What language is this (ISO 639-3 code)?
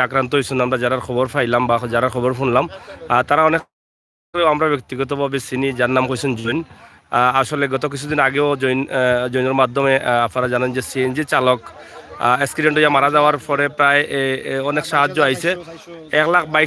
syl